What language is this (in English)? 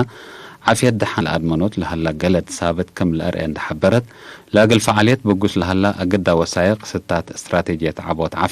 Tigre